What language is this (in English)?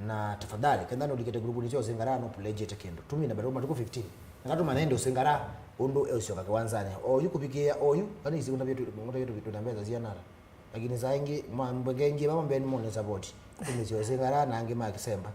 Kamba